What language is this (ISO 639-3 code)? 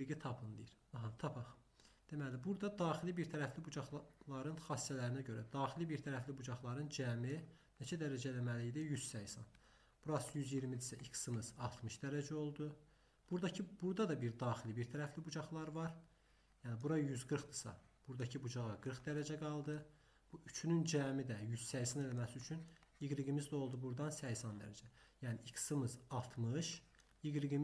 aze